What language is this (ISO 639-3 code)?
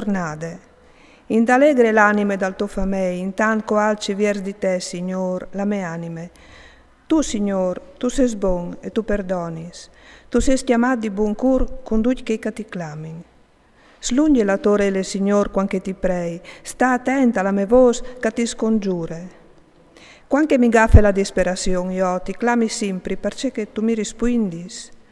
fur